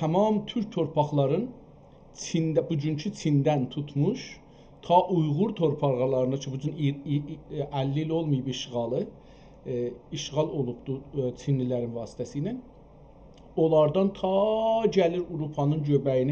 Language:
South Azerbaijani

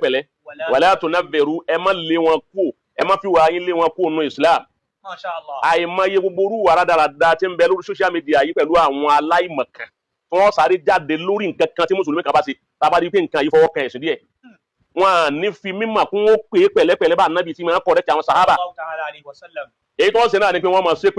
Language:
Yoruba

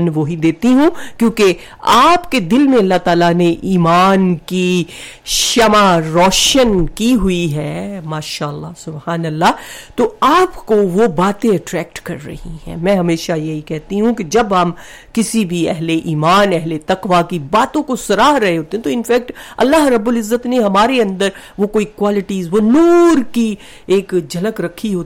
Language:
Urdu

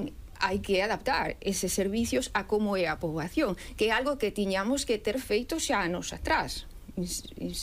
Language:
Galician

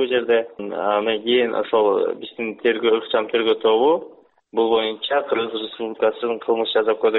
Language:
Kyrgyz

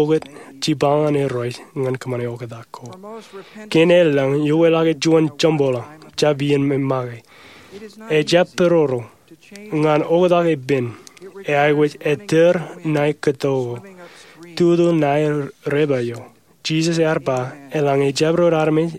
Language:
Marshallese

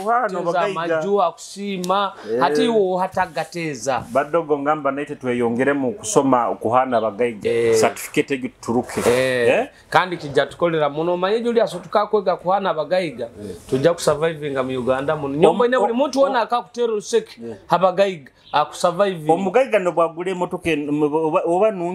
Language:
Nyoro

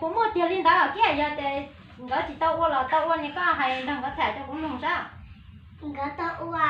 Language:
Hmong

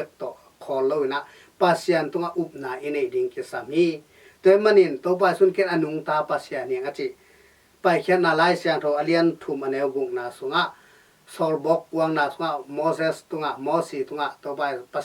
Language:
Tedim Chin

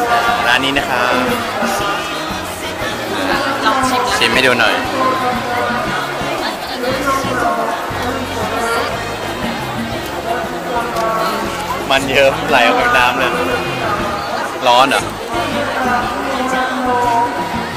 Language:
Thai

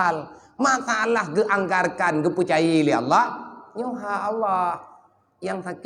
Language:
Achinese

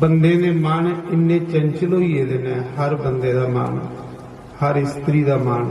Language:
Dogri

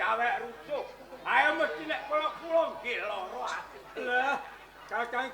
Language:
Javanese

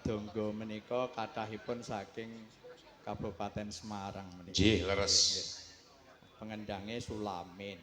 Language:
Javanese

